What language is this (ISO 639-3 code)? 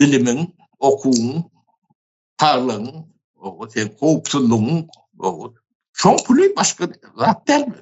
tuk